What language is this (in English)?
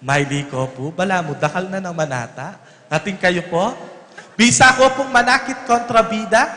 Pampanga